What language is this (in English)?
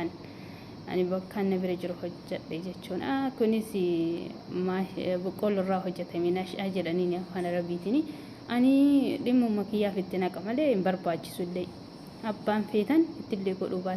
Oromo